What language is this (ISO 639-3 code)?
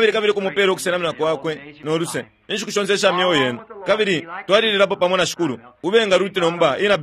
bem